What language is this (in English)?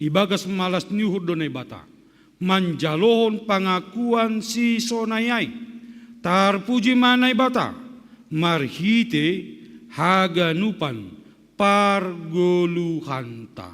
Batak Simalungun